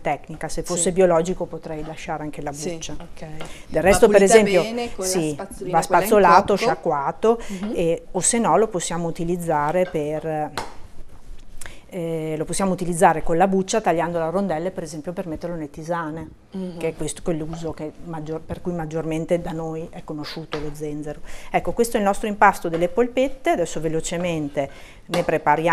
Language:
Italian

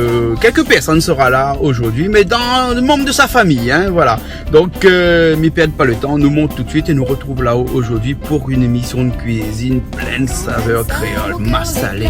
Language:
Réunion Creole French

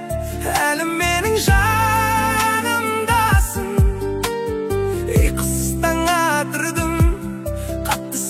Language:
Kazakh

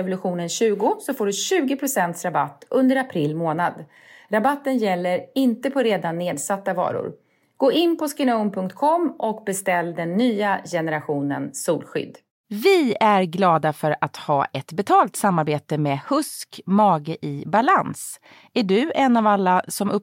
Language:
Swedish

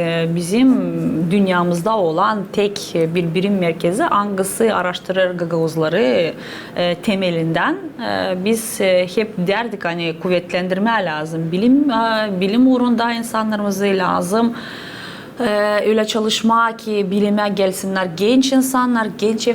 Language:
Gagauz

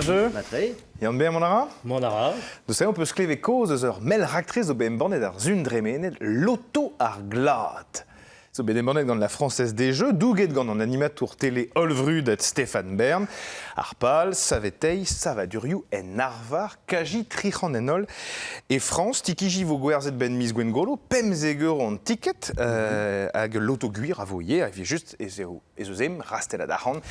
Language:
Breton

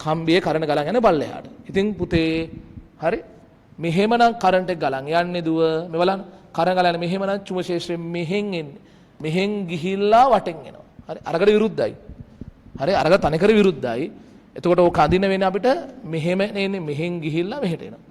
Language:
Sinhala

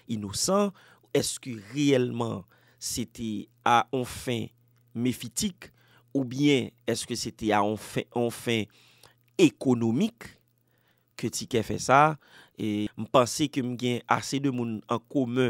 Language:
Haitian Creole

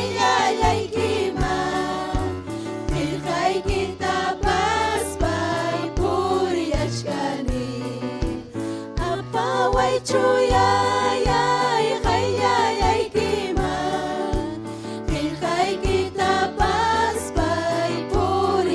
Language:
Ayacucho Quechua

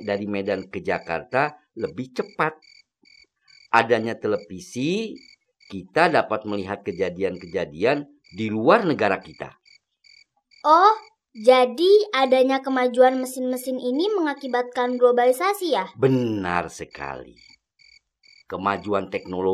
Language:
Indonesian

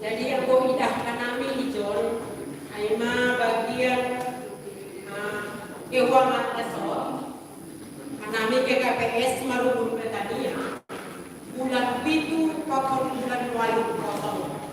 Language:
Batak Simalungun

